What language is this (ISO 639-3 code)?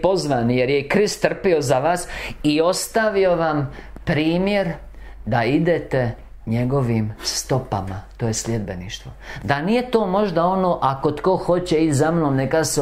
hrv